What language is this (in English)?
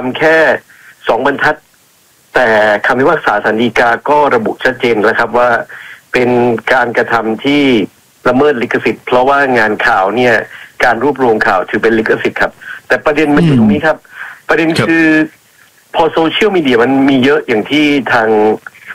Thai